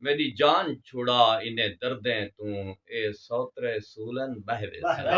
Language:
Saraiki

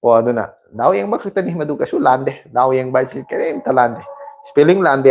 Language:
Manipuri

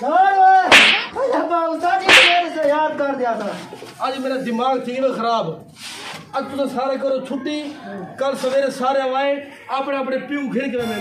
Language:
Saraiki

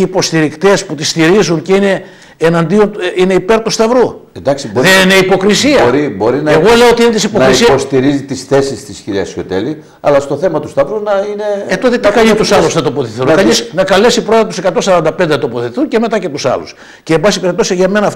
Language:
Greek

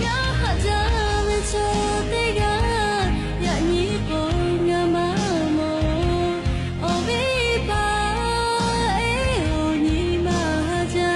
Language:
Lahu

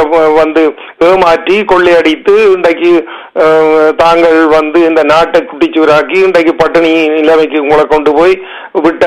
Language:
Tamil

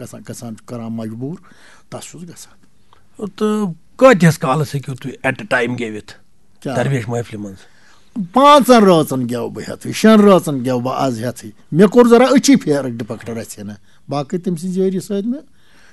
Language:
Kashmiri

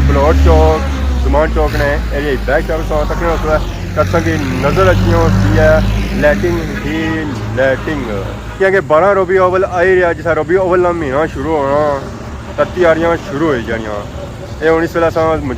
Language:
Pahari-Potwari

